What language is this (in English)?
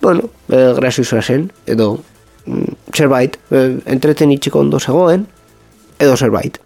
Basque